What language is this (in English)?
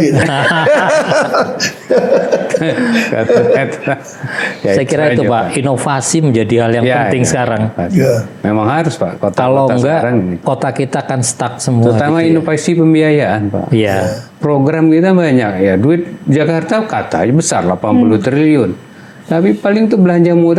Indonesian